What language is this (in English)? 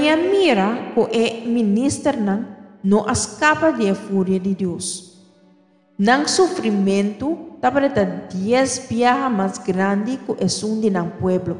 Papiamento